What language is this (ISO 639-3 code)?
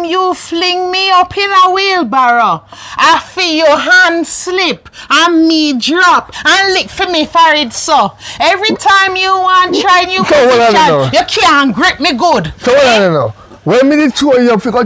jam